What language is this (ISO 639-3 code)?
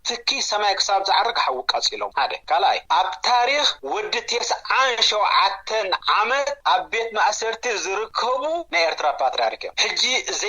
tir